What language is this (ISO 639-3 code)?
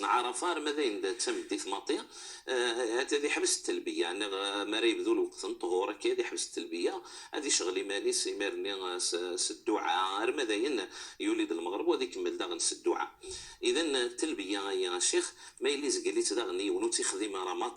ary